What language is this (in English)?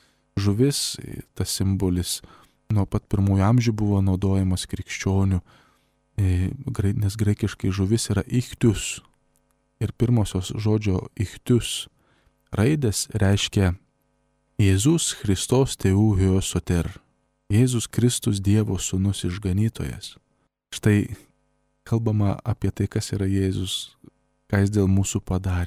Lithuanian